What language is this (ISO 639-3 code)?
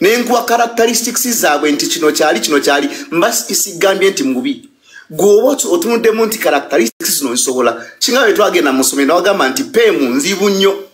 lug